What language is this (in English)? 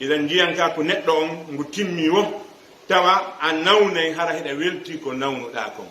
Fula